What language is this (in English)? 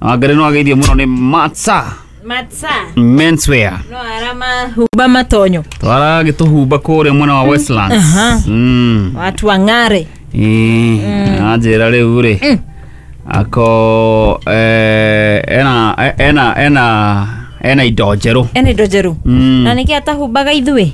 Kikuyu